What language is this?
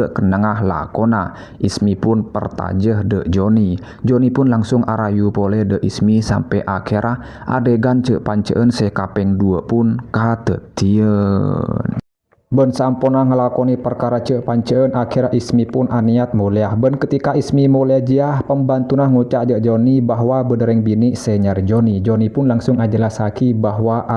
Madurese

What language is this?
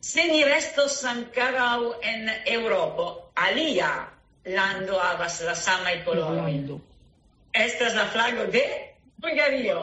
Esperanto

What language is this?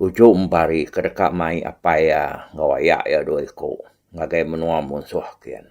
Iban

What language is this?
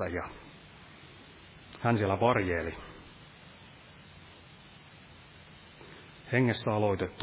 Finnish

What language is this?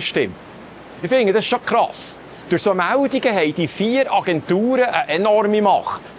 Swiss German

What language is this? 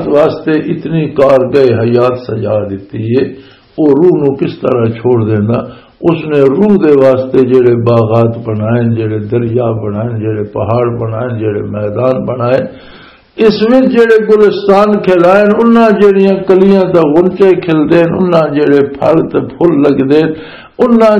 Western Panjabi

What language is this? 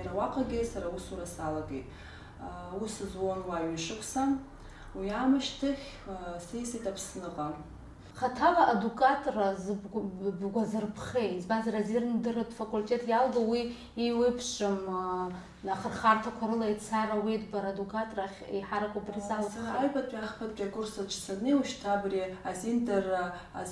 Abkhazian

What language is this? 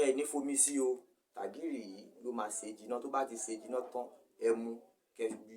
Yoruba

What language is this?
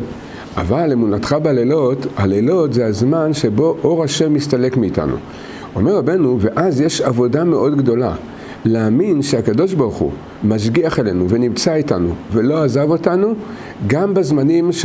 Hebrew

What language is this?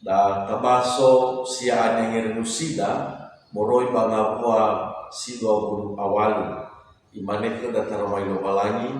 Nias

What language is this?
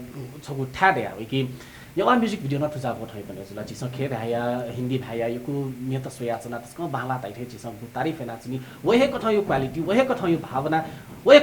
Newari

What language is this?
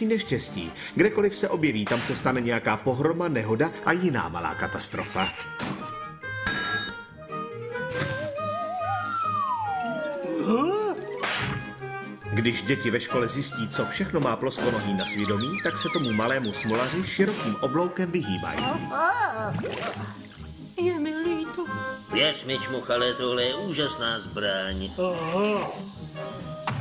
Czech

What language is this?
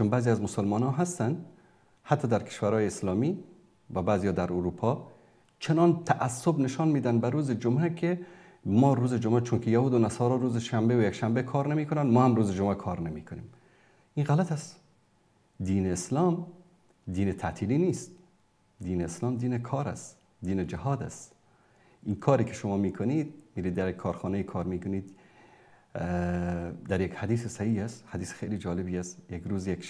Persian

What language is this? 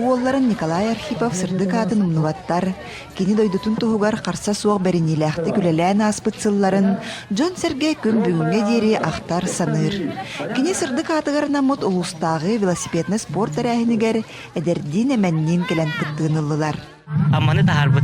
Yakut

